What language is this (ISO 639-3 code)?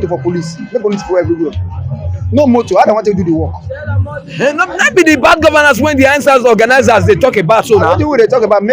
pcm